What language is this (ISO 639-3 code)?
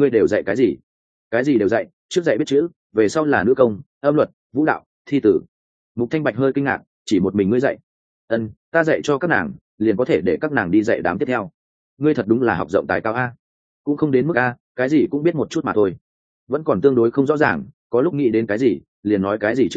vie